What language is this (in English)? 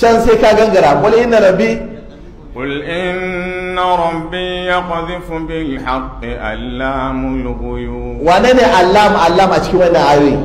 Hausa